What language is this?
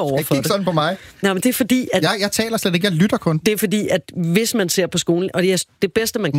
Danish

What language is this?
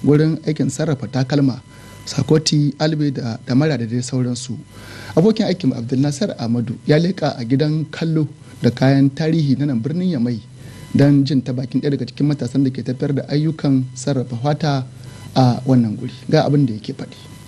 Hausa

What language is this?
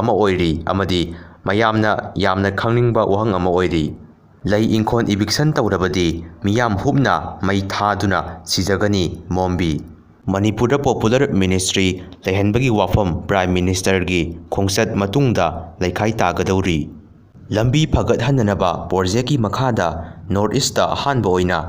Manipuri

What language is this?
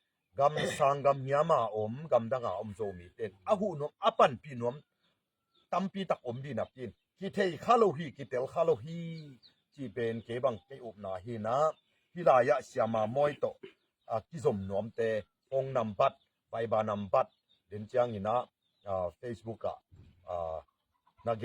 Tedim Chin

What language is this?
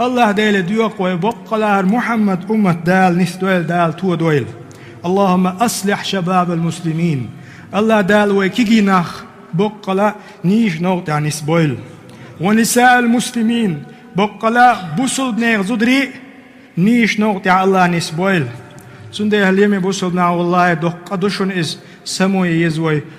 Chechen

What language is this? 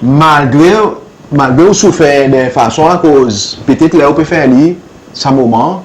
Seselwa Creole French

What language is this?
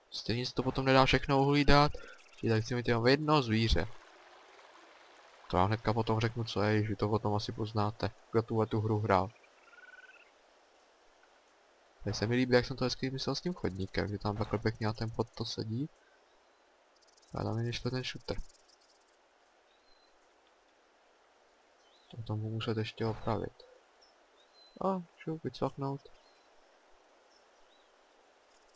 Czech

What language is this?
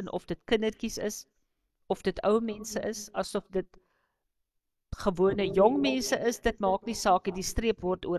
Afrikaans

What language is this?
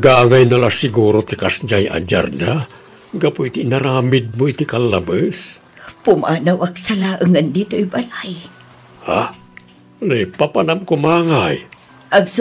Iloko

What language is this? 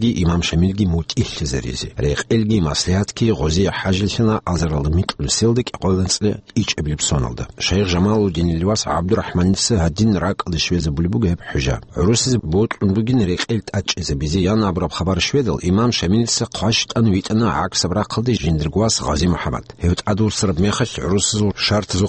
Avaric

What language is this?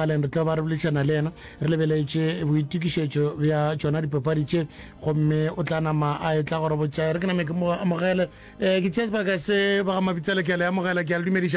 Northern Sotho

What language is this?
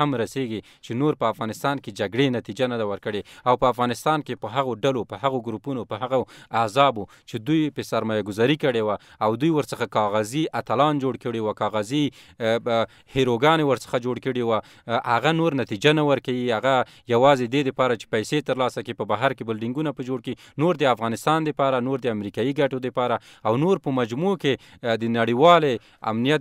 Pashto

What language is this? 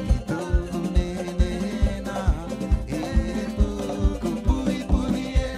Rapanui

